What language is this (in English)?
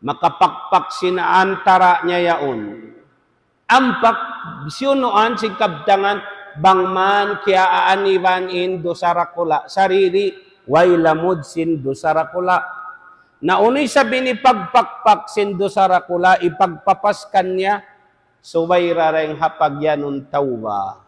Tausug